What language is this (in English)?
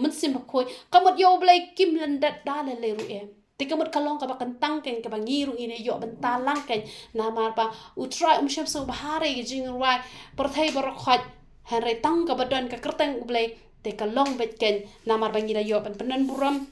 Khasi